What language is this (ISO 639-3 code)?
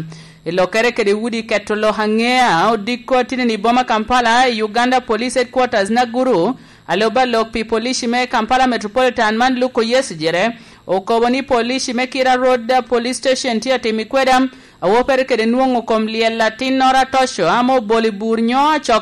laj